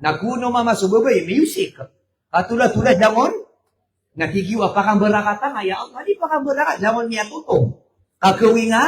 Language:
Maranao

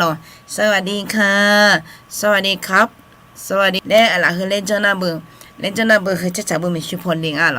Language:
Akha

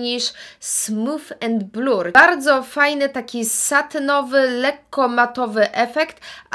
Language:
Polish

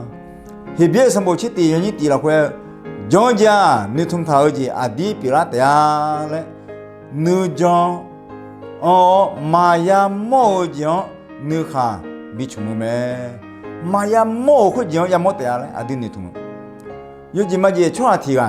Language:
Akha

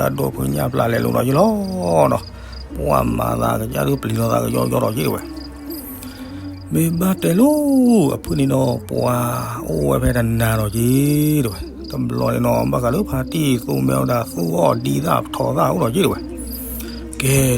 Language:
S'gaw Karen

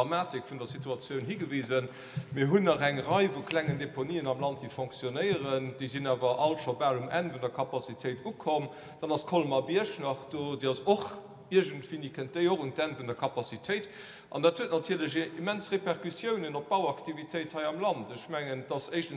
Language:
Luxembourgish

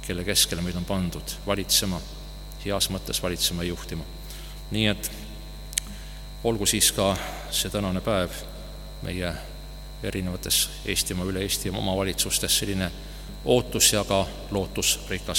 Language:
Estonian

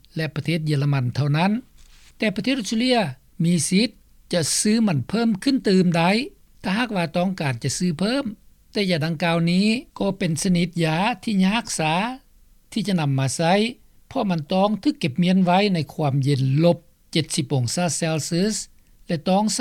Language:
Lao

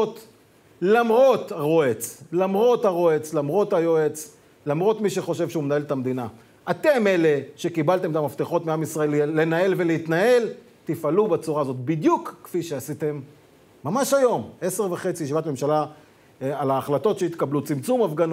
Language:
Hebrew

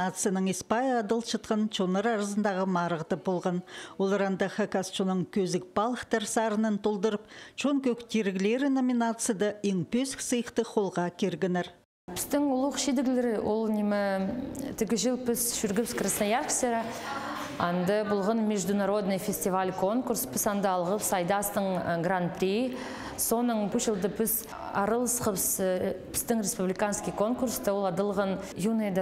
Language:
Khakas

